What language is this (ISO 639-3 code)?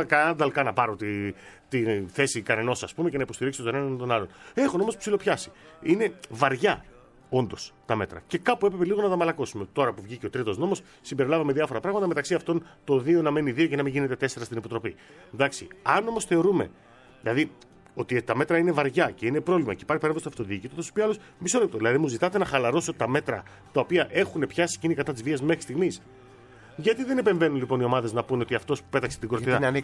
ell